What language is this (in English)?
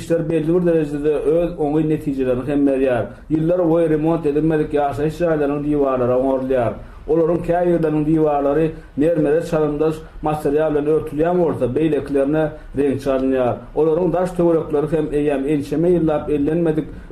Turkmen